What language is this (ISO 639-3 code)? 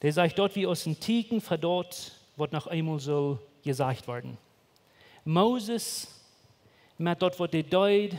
pdt